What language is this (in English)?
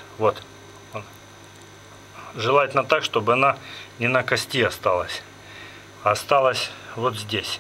Russian